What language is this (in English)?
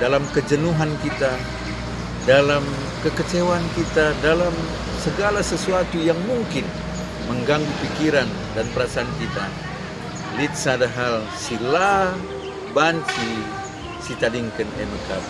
Batak Karo